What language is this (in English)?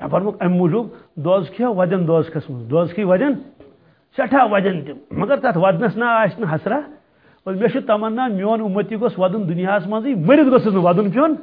Kashmiri